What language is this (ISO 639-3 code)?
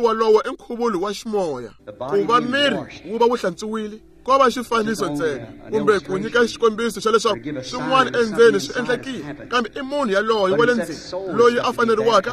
tso